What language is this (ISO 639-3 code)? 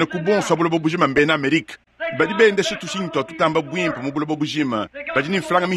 lua